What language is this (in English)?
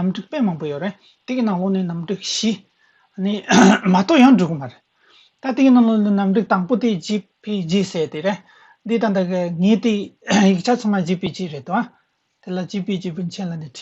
Tibetan